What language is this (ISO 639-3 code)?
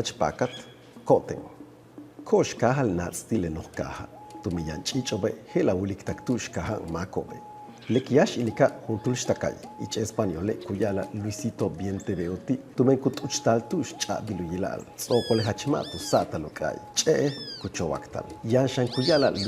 yua